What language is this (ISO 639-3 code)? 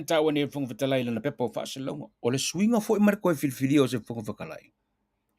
smo